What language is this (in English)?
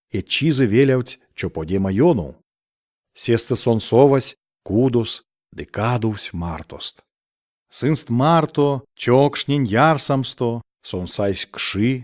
Erzya